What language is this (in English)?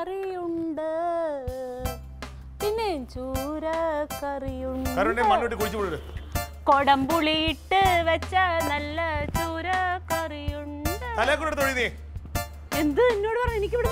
Malayalam